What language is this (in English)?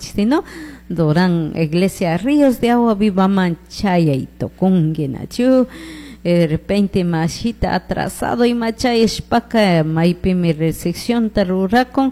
Chimborazo Highland Quichua